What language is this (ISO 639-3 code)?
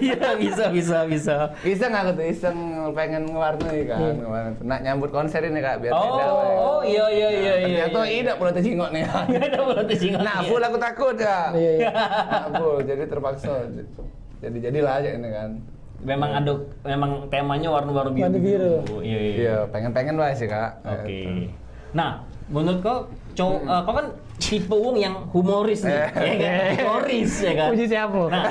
mui